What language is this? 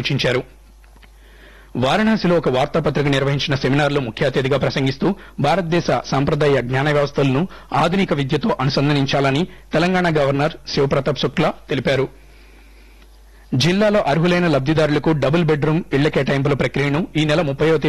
Telugu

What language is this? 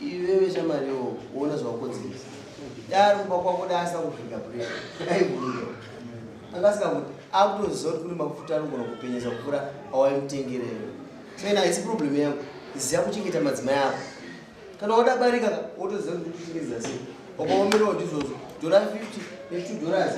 Shona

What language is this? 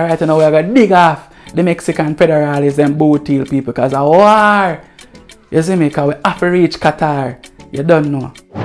Jamaican Creole English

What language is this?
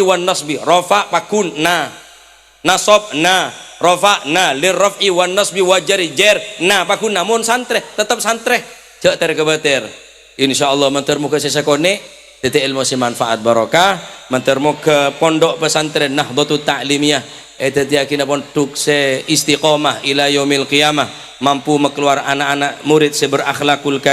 Madurese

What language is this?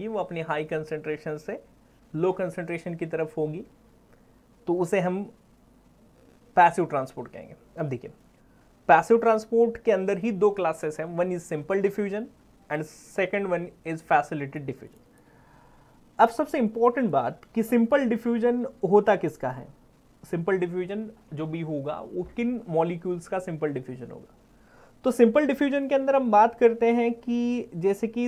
Hindi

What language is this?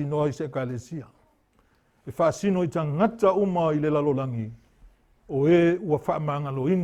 Samoan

